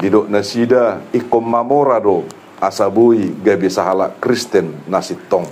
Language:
Batak Toba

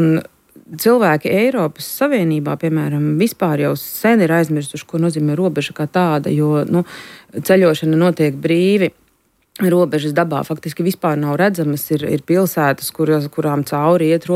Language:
Latvian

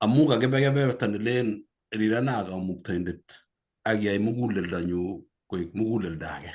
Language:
Kalenjin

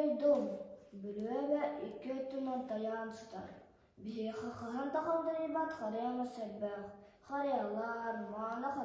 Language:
Yakut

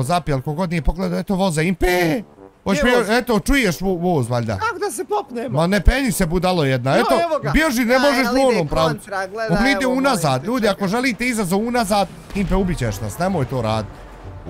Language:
Bosnian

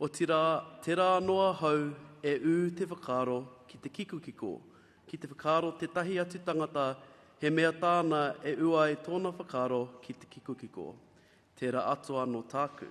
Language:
Māori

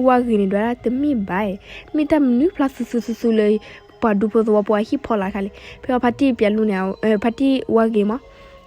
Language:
S'gaw Karen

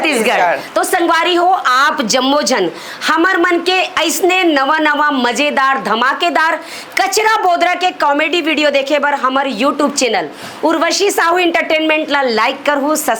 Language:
Chhattisgarhi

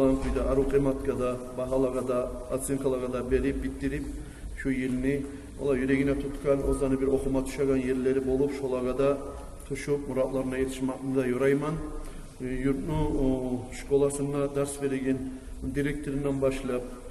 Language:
Kumyk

